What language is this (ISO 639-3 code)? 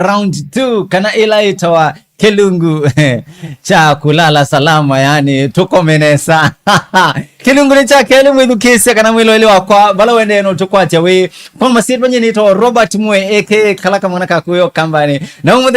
kam